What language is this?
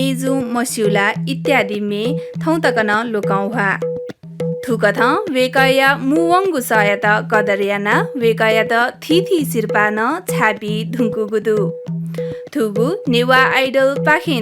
Newari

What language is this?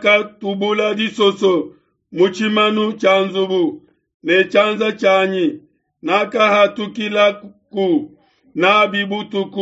Luba-Lulua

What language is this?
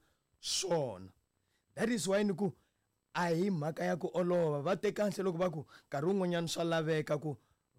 Tsonga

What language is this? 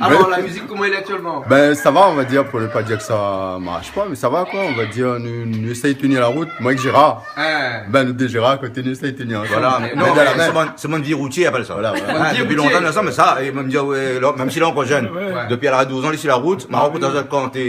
Réunion Creole French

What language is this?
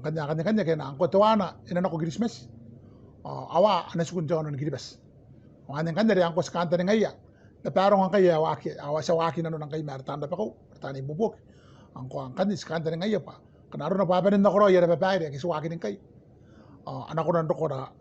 Gilbertese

